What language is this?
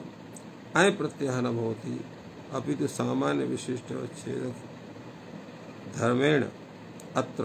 Sanskrit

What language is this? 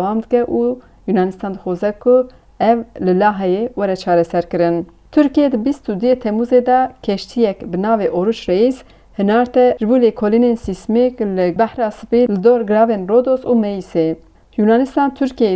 Kurdish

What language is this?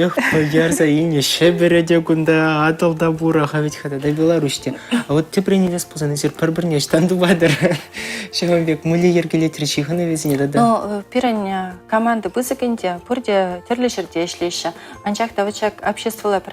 Chuvash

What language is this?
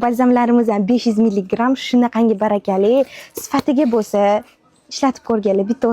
Uzbek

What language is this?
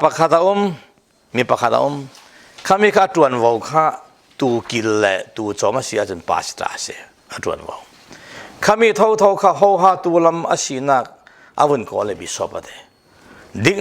Falam Chin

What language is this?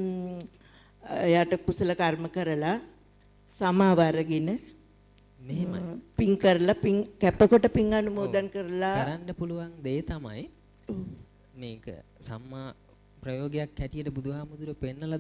Sinhala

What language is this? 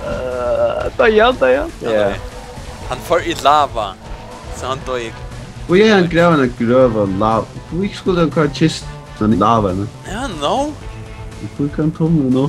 Faroese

